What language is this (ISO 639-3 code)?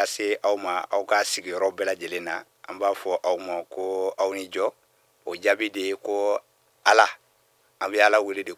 bam